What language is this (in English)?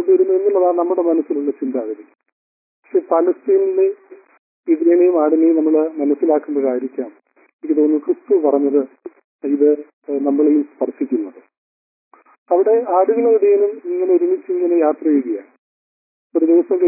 Malayalam